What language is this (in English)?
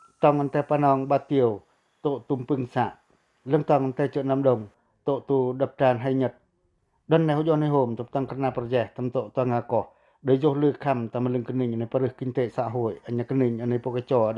Pacoh